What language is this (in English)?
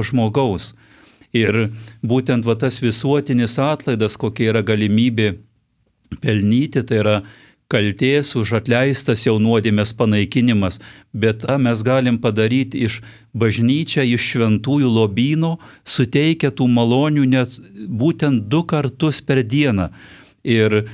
Lithuanian